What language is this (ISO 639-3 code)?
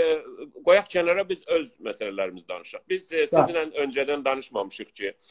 azb